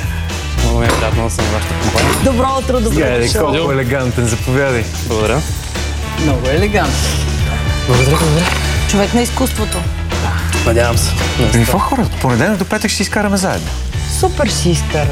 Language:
Bulgarian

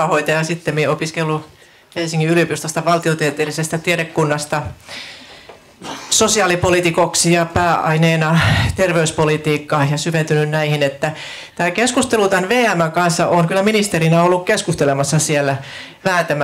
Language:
Finnish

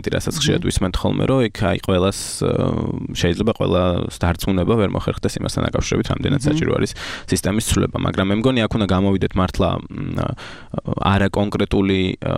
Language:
Georgian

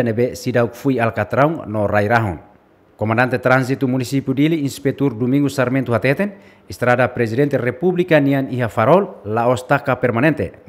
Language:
Tetum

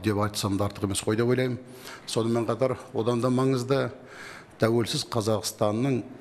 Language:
Kazakh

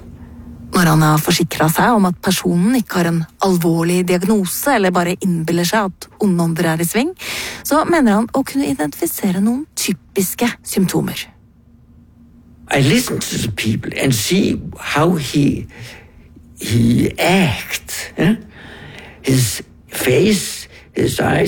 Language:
Norwegian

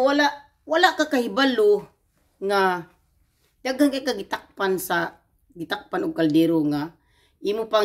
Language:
Cebuano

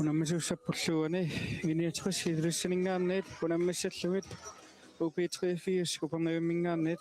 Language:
Kalaallisut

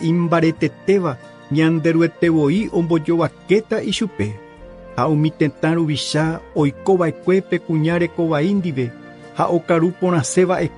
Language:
Guarani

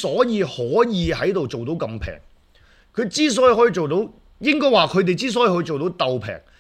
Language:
Cantonese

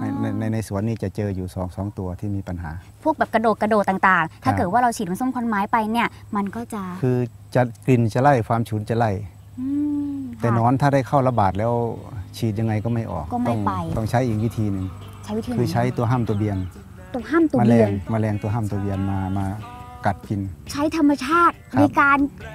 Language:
Thai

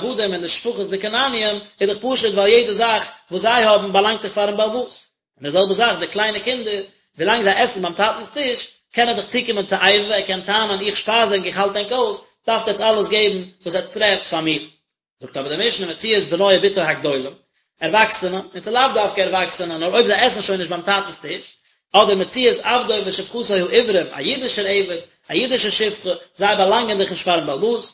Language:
Yiddish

